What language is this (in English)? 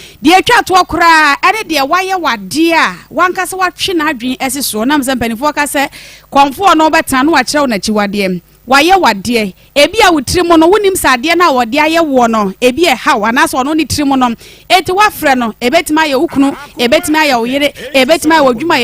Akan